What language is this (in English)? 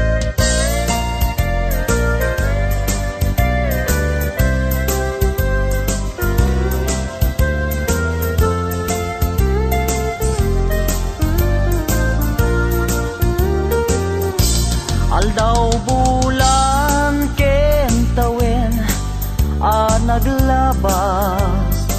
Iloko